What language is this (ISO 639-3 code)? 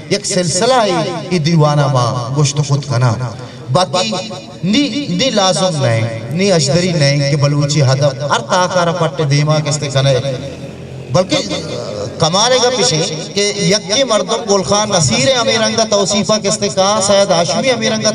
bgp